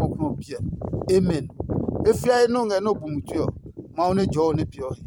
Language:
Adangme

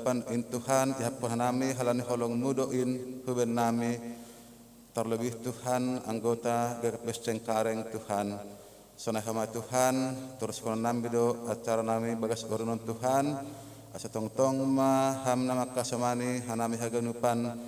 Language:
Batak Simalungun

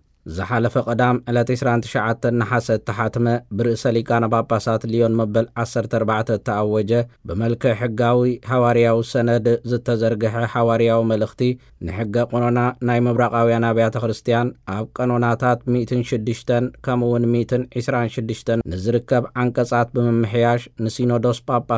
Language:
Tigrinya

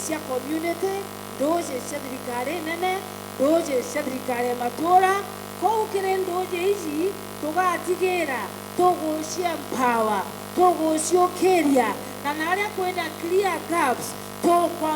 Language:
Meru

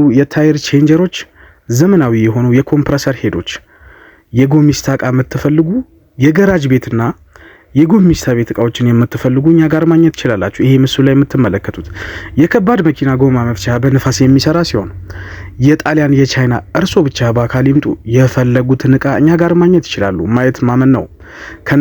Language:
Amharic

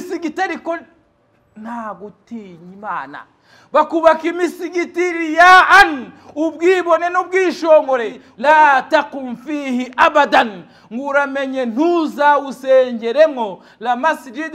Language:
Kinyarwanda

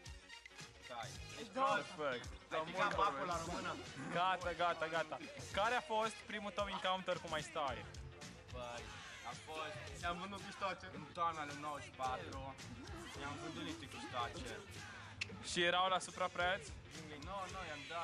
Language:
Romanian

